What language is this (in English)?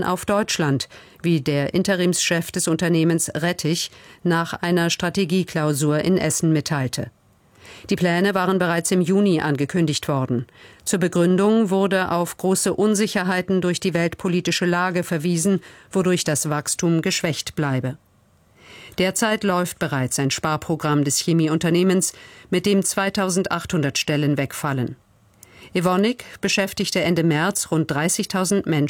German